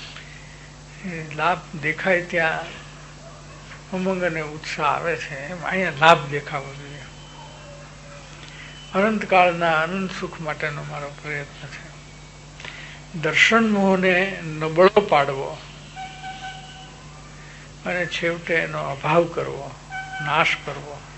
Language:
Gujarati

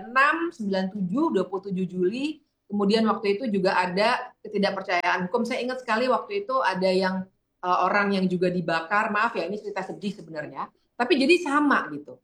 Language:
Indonesian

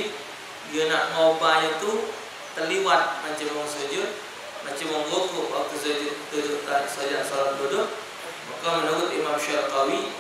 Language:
Musi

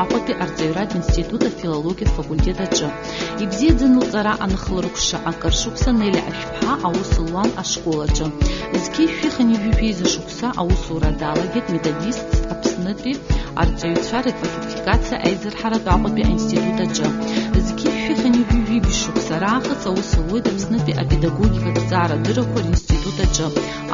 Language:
Abkhazian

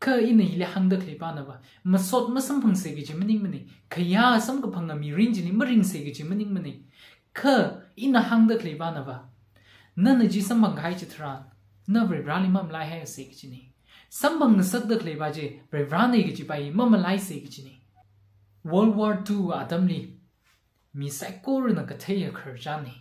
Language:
Tangkhul Naga (India)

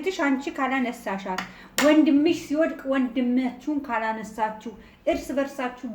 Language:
Amharic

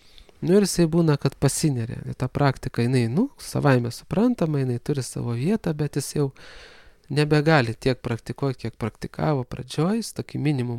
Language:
Lithuanian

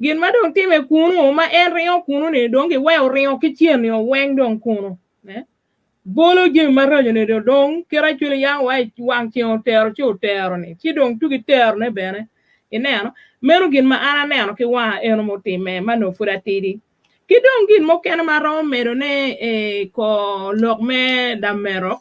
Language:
Acoli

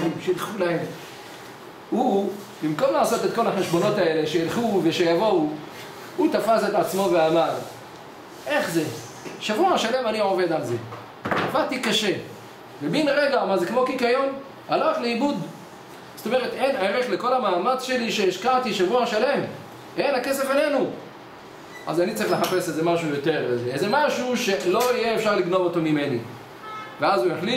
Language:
Hebrew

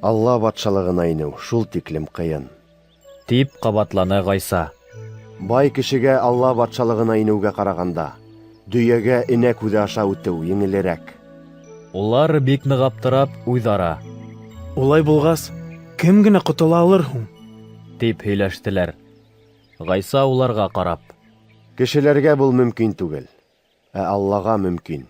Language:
Bashkir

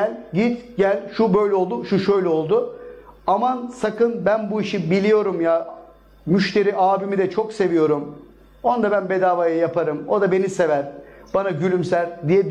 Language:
Turkish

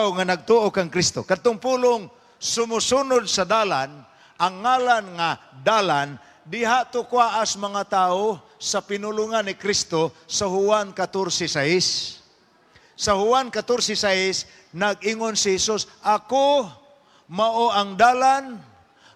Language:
Cebuano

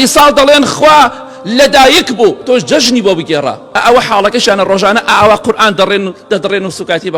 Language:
Central Kurdish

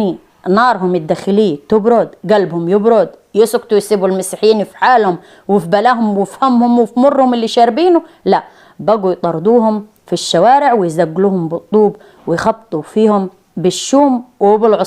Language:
Egyptian Arabic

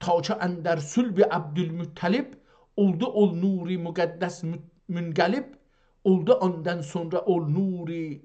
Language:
South Azerbaijani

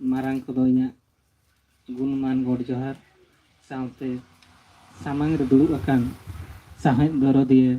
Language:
Santali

